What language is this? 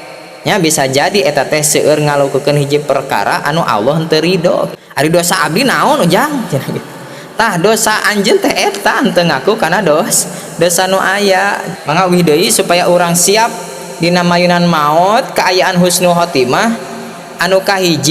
Sundanese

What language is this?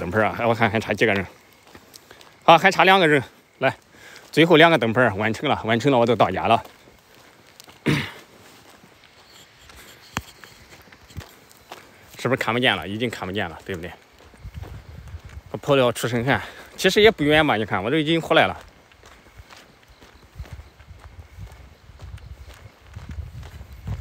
Chinese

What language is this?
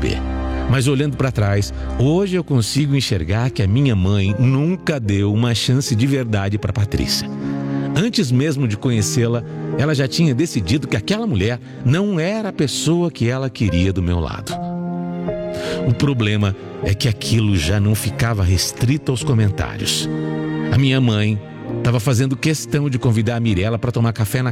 Portuguese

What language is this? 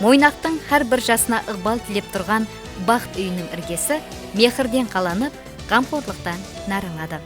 Kara-Kalpak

